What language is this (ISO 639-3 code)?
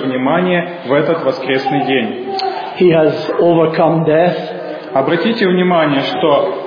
rus